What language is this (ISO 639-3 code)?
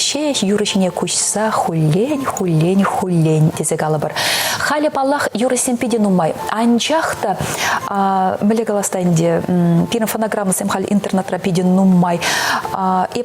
chv